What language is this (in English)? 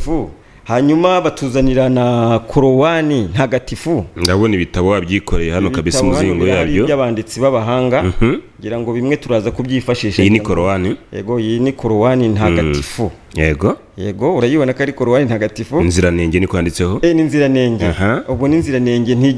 Kinyarwanda